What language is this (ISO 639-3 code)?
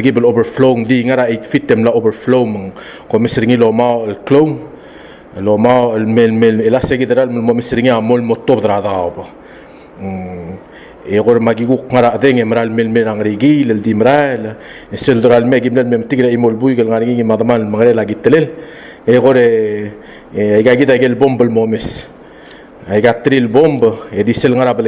pau